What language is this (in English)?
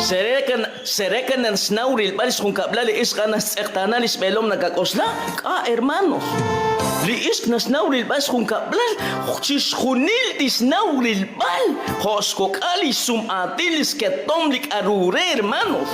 Kekchí